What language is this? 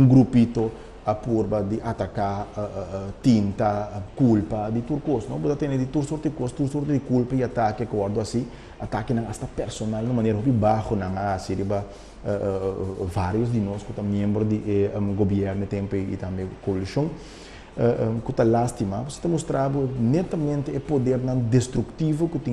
Papiamento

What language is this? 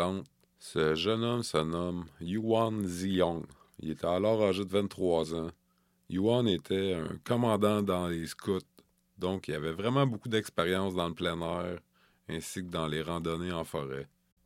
French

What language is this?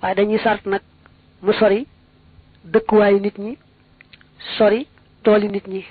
Wolof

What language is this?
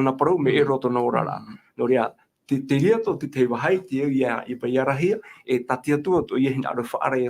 Tahitian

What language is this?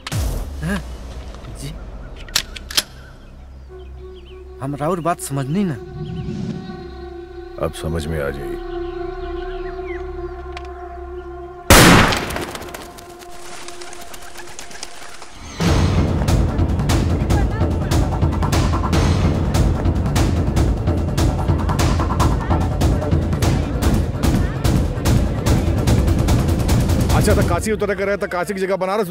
Bhojpuri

